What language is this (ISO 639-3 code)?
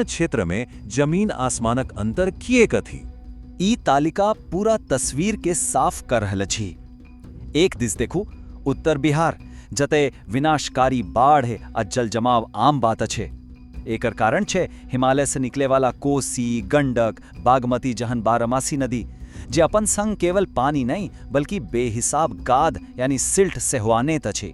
mai